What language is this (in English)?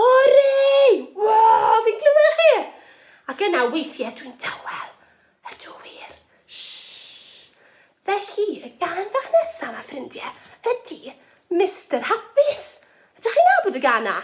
Welsh